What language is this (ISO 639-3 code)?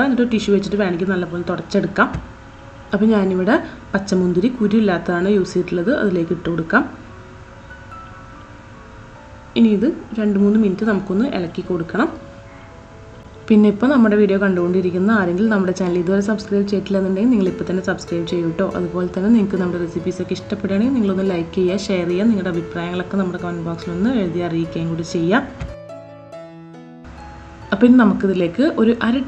mal